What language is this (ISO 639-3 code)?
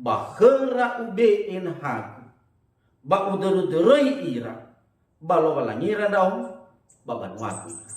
nia